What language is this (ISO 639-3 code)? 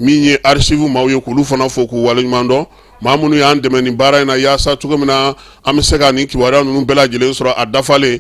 bam